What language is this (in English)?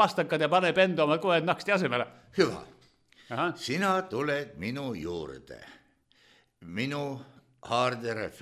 Estonian